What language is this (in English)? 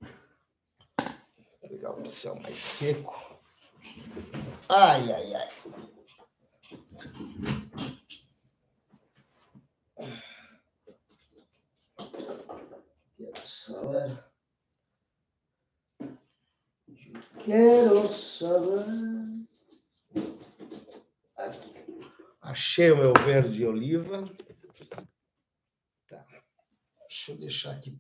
Portuguese